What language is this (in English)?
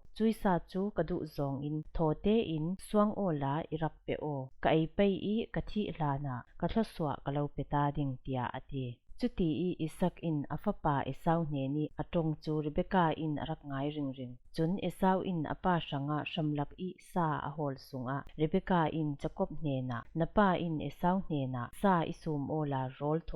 Falam Chin